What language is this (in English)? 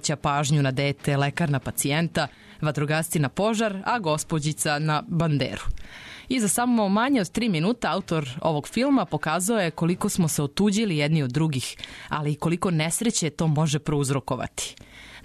Serbian